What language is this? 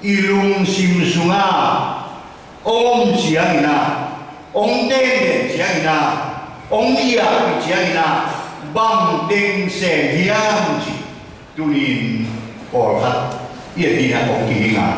Tedim Chin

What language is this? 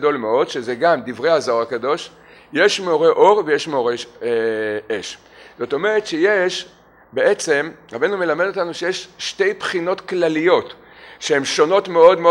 Hebrew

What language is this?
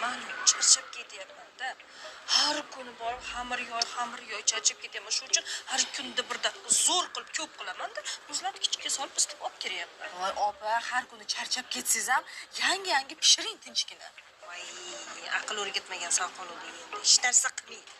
Uzbek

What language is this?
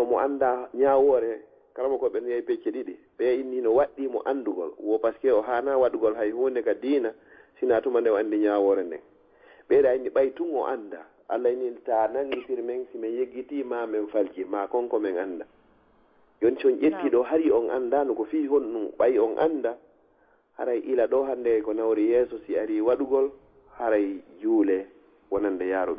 Fula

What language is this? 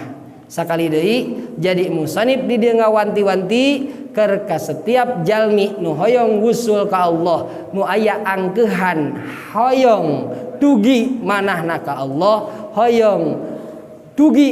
Sundanese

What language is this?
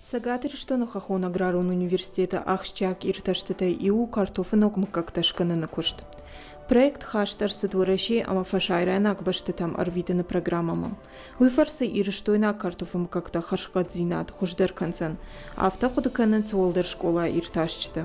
Ossetic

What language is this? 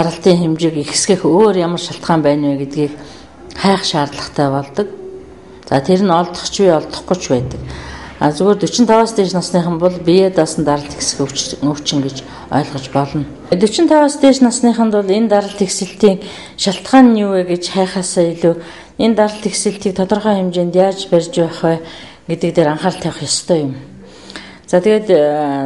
Mongolian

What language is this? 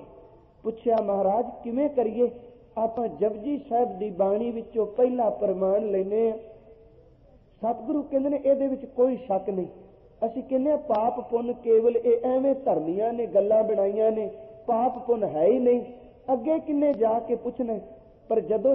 Punjabi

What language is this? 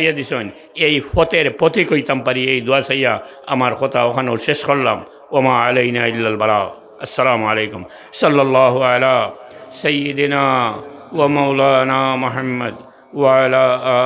Sylheti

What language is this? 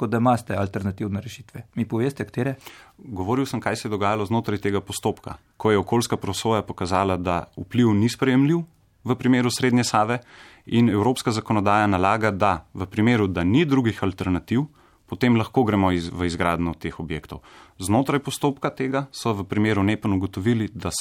Slovenian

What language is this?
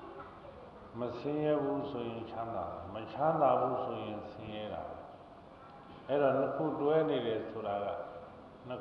Burmese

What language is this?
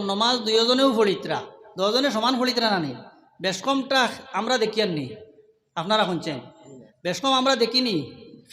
Sylheti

